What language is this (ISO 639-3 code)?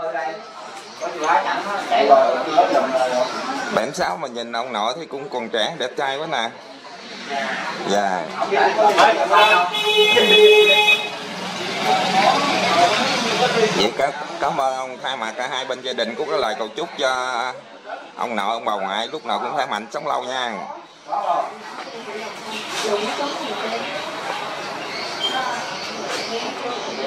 vie